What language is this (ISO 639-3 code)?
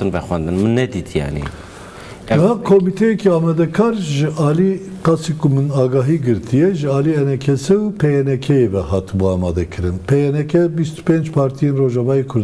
kur